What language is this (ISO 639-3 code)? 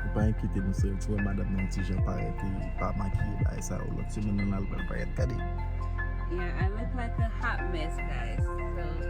hat